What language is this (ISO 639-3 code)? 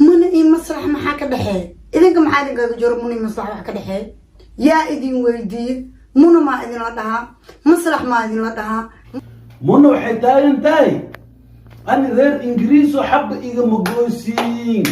som